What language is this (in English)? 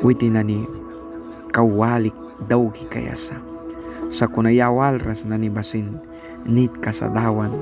Mískito